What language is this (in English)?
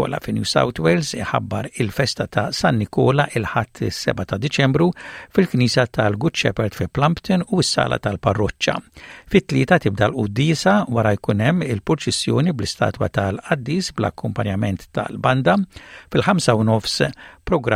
Maltese